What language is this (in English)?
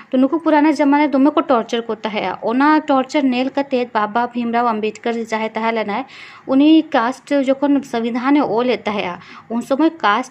Santali